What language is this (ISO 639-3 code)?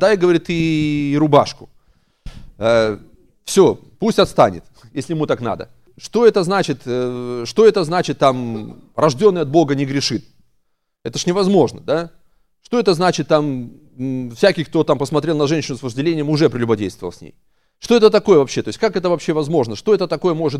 rus